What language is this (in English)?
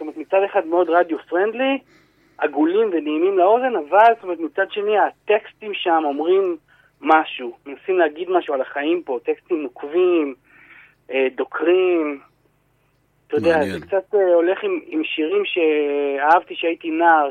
Hebrew